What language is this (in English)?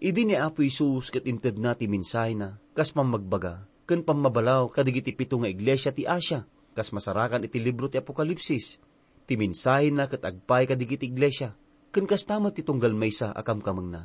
Iloko